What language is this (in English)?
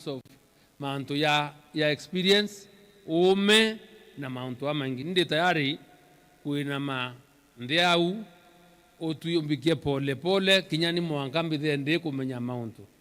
Meru